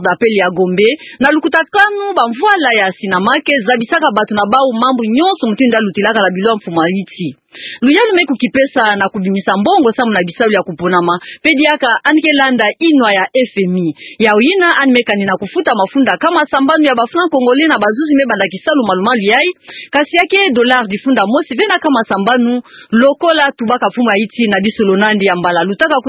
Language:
Kituba (Democratic Republic of Congo)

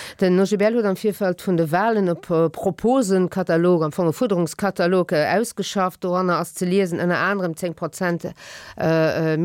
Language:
Luxembourgish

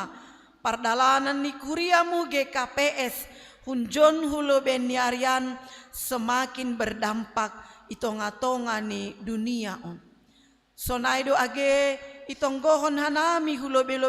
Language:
Batak Simalungun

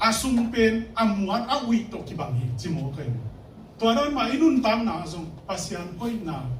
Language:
Tedim Chin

